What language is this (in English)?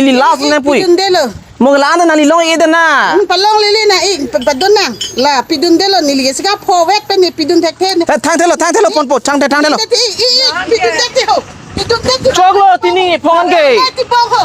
Karbi